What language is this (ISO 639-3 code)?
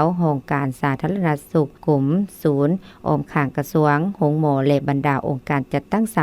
lao